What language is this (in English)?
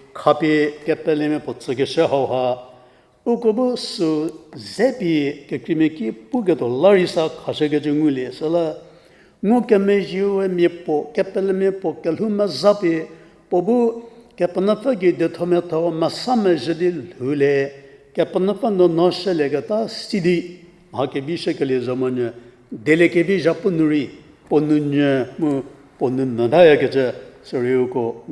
Angami Naga